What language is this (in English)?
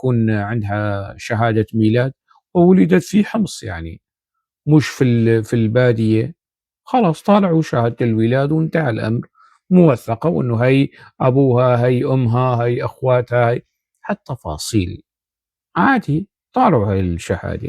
North Levantine Arabic